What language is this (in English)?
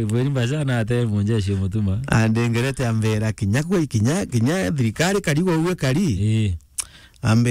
Meru